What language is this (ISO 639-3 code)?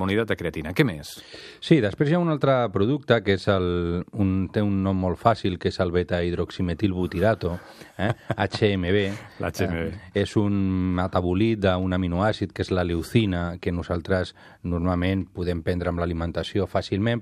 cat